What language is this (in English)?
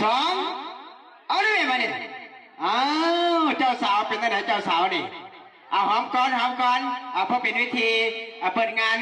Lao